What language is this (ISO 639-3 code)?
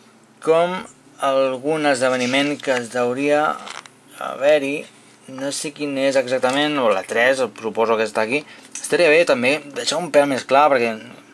cat